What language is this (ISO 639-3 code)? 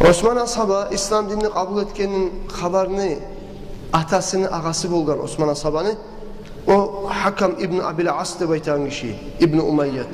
kum